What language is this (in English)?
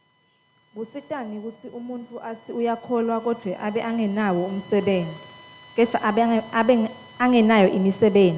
Swati